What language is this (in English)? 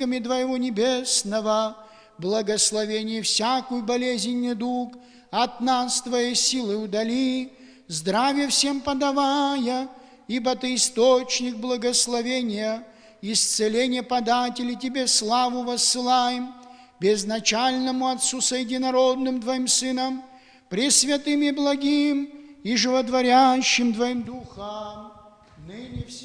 Abkhazian